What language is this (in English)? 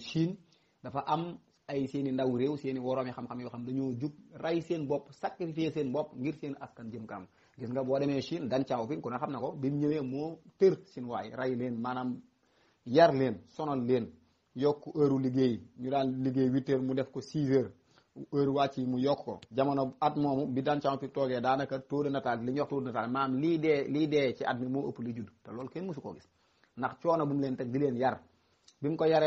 Wolof